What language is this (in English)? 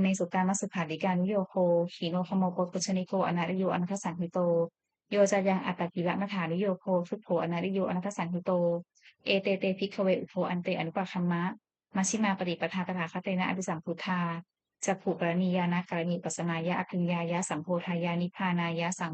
Pali